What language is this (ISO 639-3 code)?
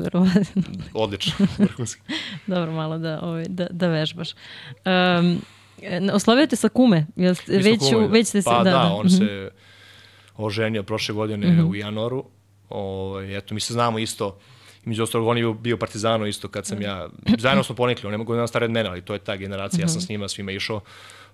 srp